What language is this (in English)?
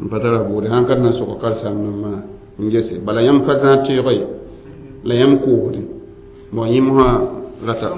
Mossi